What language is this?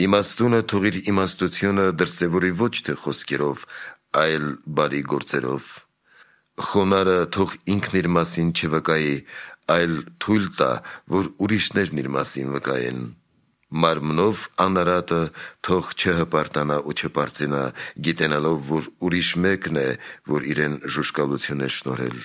Armenian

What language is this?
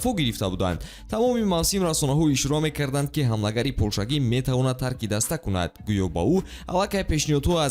Tajik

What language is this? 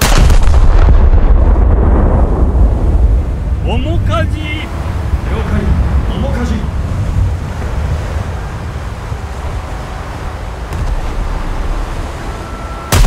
Japanese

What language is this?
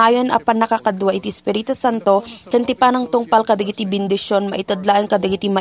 Iloko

